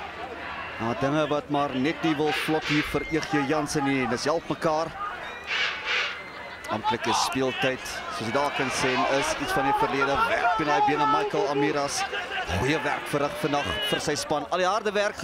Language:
Afrikaans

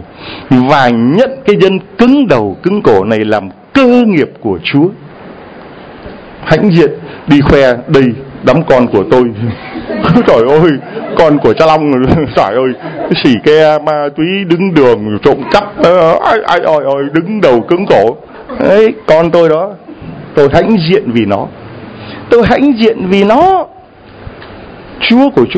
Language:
Vietnamese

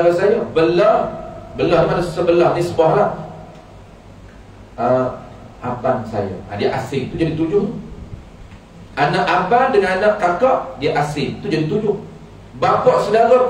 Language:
Malay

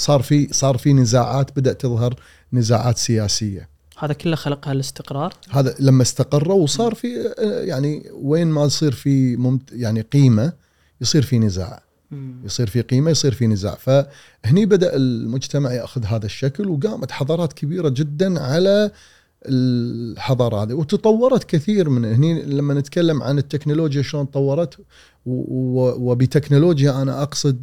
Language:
Gulf Arabic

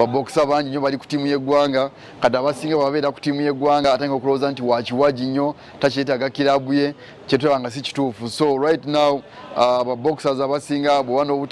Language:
Ganda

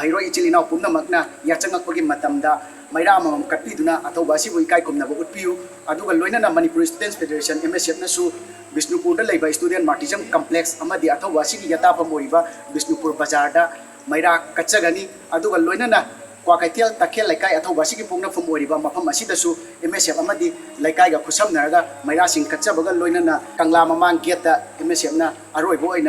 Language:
Manipuri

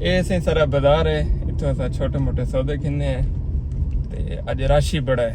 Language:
Saraiki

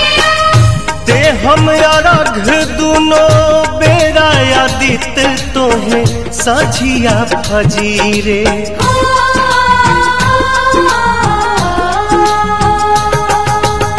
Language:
Bhojpuri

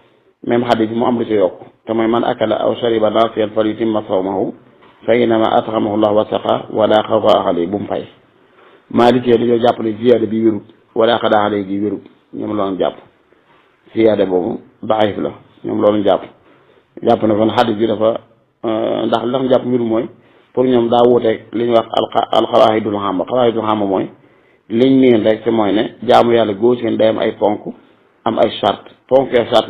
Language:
Wolof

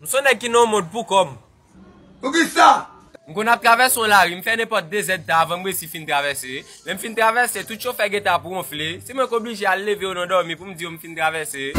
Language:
Haitian Creole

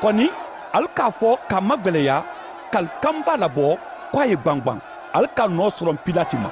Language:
Mandingo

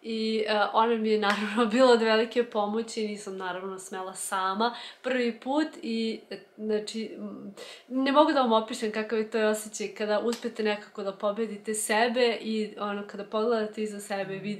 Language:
Serbian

